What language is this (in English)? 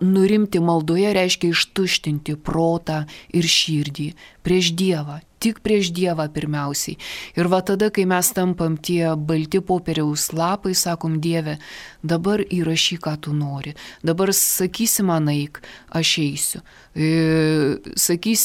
Lithuanian